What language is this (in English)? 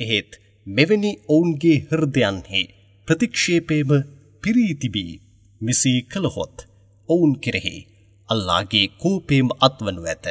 Sinhala